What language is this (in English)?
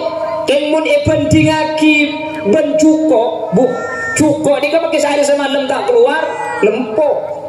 Madurese